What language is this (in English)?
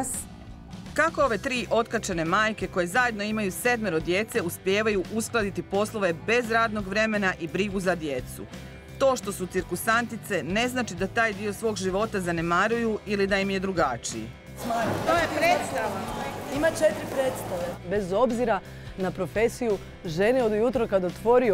Croatian